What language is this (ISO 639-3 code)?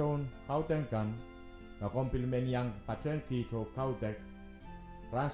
pon